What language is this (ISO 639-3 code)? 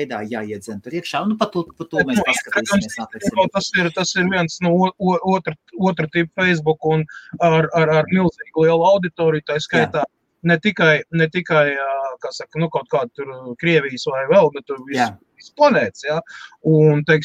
lav